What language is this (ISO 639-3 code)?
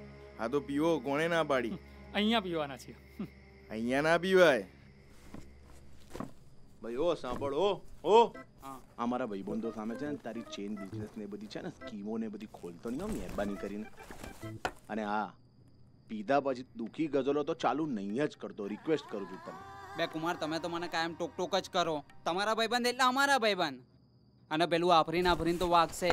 guj